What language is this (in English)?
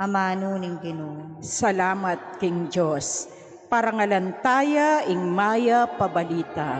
Pampanga